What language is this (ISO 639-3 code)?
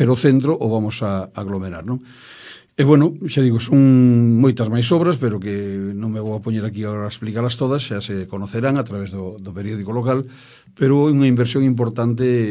glg